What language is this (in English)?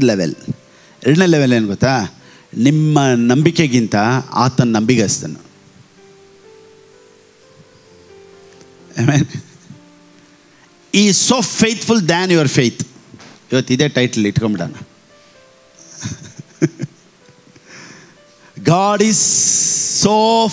Kannada